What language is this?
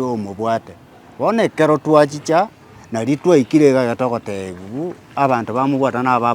Gusii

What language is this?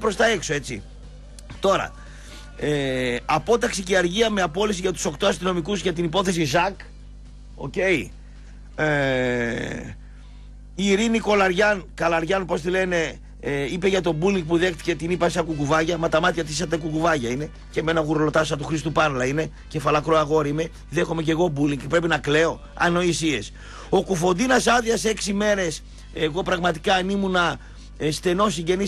Greek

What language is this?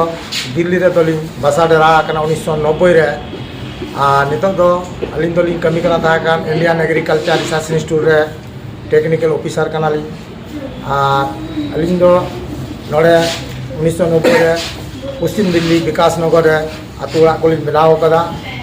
Santali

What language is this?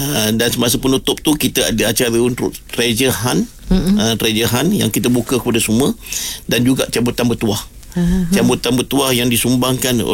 Malay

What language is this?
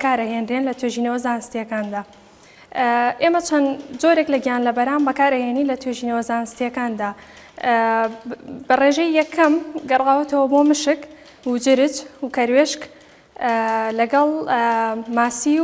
Central Kurdish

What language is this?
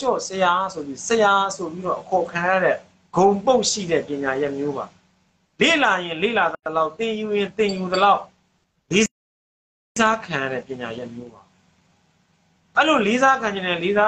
Burmese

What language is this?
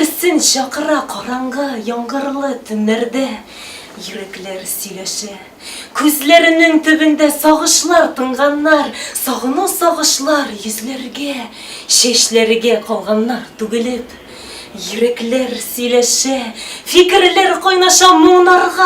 Tatar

